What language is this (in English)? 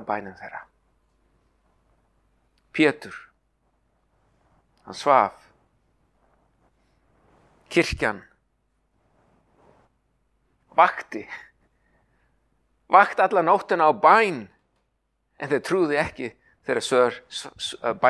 Icelandic